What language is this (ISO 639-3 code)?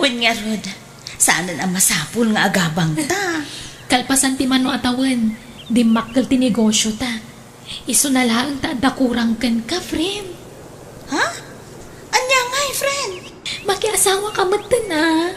ilo